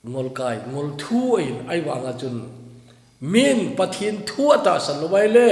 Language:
Thado Chin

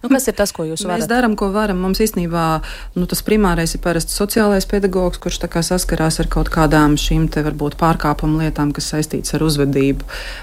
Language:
Latvian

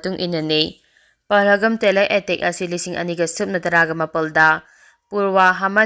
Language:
Manipuri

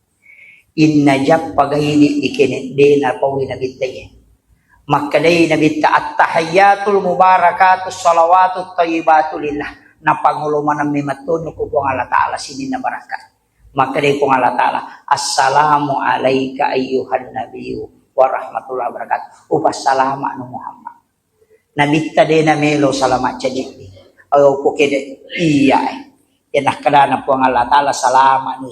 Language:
Buginese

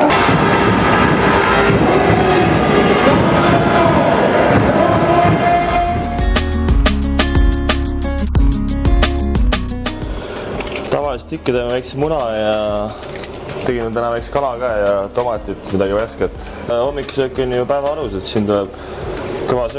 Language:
Estonian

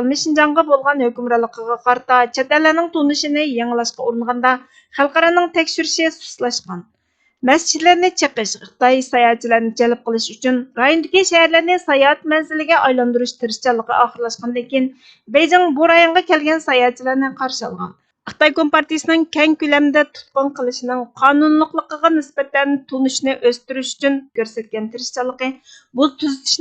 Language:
Uyghur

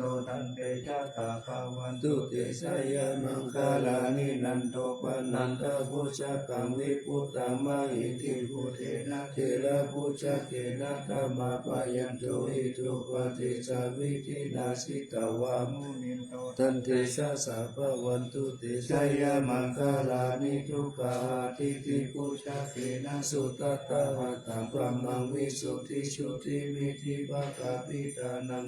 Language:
Pali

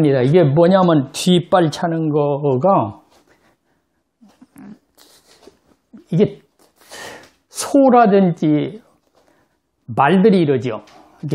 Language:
Korean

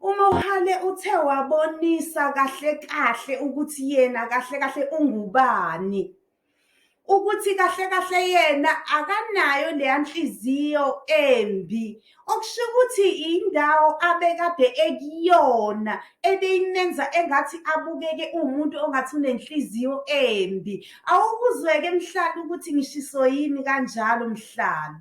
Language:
Zulu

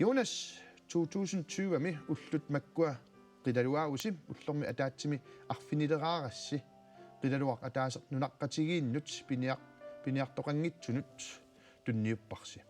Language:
Kalaallisut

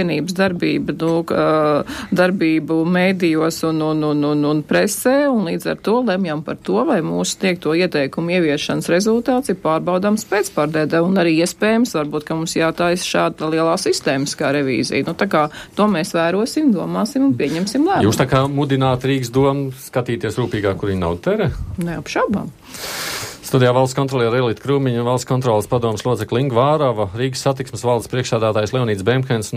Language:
Latvian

